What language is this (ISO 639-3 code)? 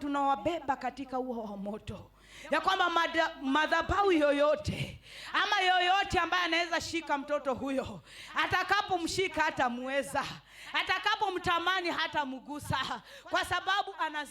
swa